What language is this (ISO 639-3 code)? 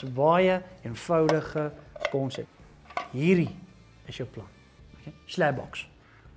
afr